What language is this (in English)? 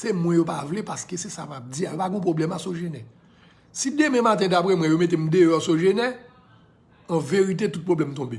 Haitian Creole